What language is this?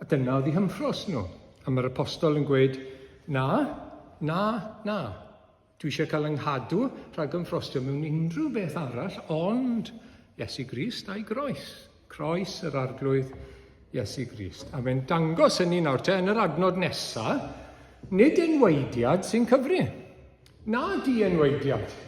Welsh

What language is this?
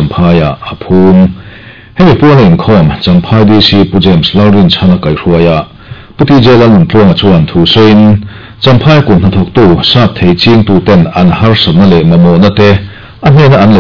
Mizo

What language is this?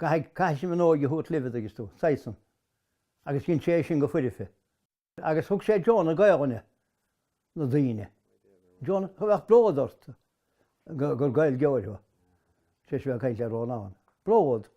Irish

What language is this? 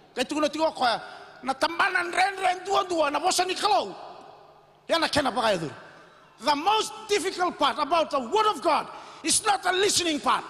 Fijian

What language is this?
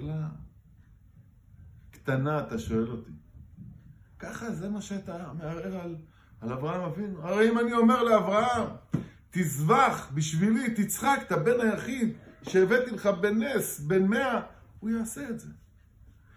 Hebrew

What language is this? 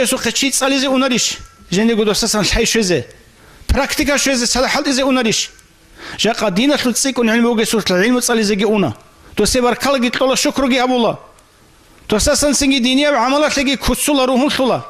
Avaric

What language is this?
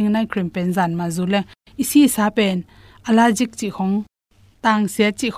Tedim Chin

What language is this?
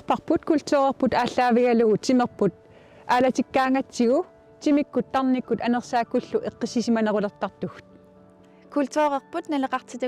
Kalaallisut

